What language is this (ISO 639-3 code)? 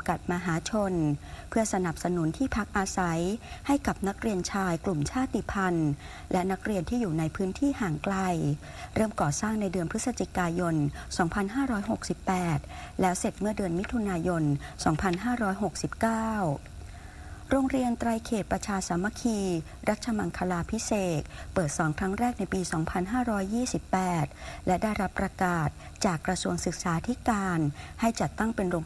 tha